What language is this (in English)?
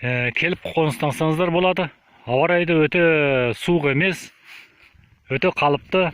Kazakh